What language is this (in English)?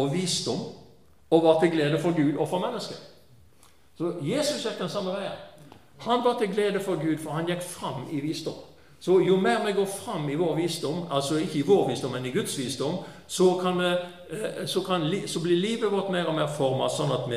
Norwegian